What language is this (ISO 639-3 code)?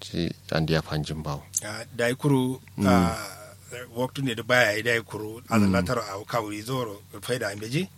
kau